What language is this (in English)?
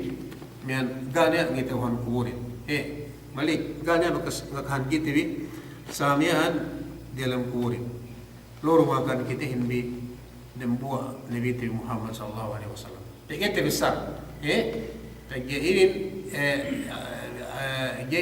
Yakan